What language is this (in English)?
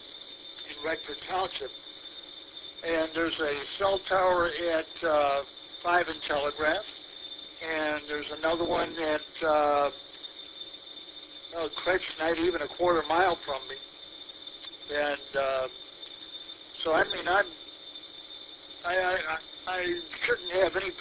English